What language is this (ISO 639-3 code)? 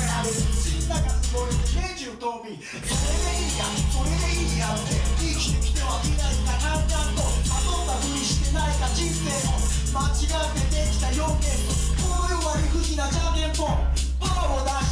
jpn